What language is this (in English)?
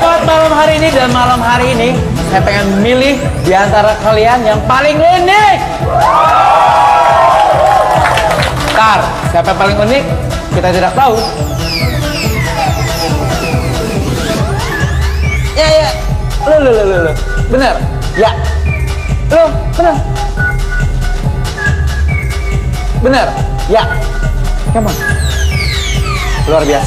Indonesian